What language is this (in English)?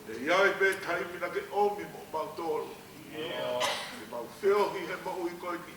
Tongan